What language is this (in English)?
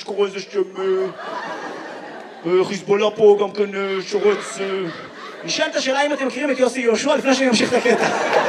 Hebrew